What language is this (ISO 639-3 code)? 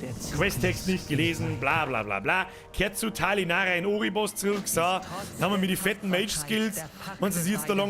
bar